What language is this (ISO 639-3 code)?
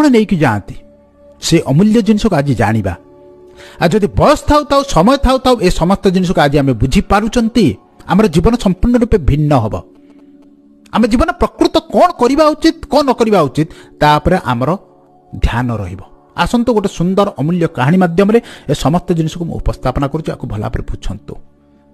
ori